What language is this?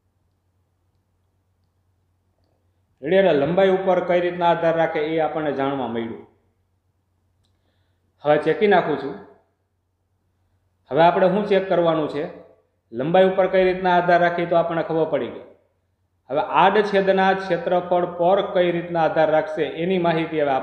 Gujarati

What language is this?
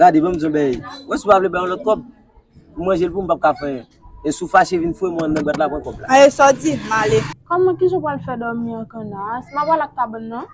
Haitian Creole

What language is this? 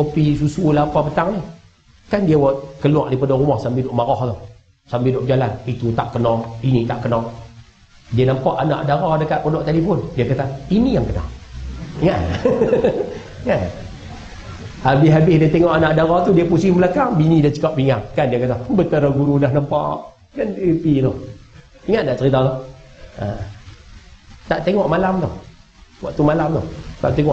Malay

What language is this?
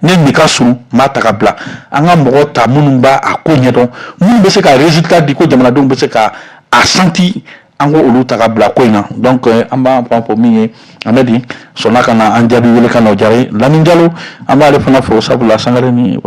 Bambara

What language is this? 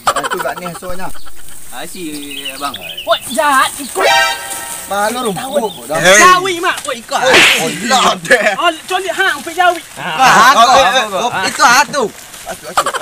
Minangkabau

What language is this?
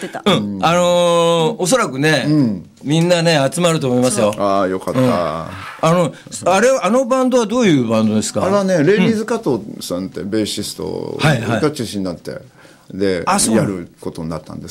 Japanese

